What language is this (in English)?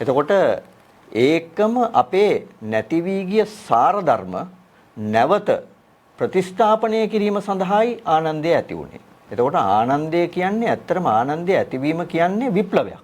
Sinhala